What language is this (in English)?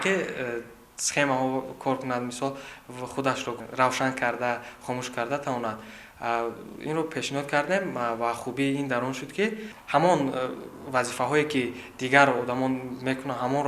Tajik